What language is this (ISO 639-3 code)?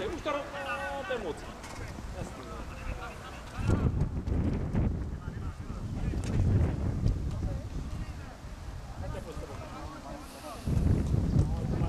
ces